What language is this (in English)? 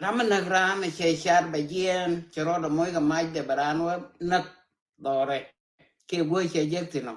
Nuer